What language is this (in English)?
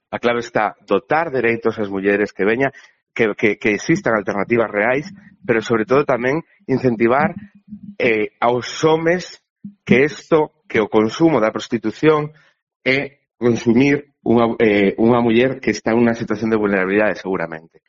Galician